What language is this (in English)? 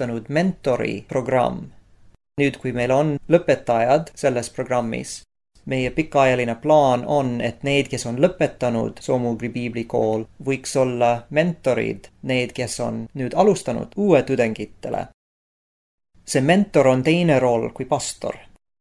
Estonian